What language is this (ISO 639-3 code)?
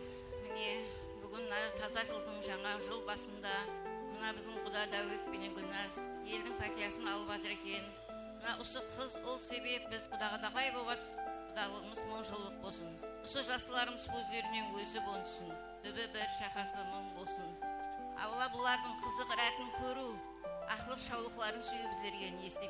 kaa